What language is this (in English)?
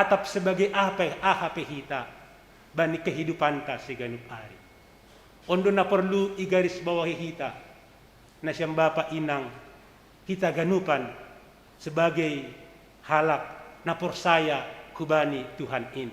Batak Simalungun